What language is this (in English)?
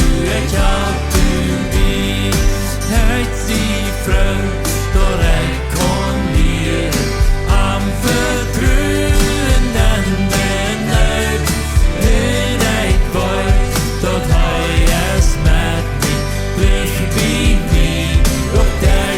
Plautdietsch